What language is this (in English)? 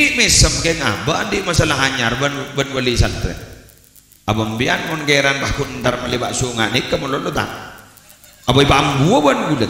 Madurese